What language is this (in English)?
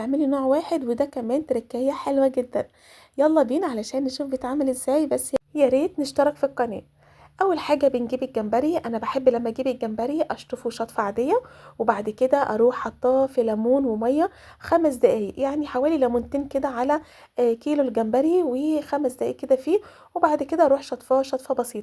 Egyptian Arabic